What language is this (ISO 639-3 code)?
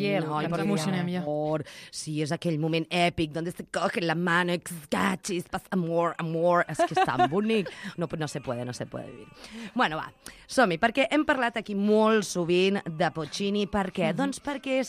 cat